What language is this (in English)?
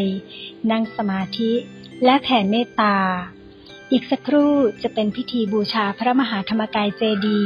Thai